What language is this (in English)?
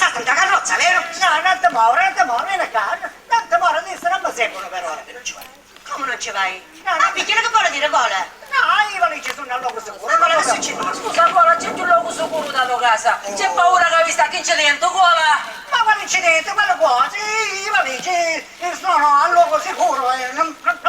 Sicilian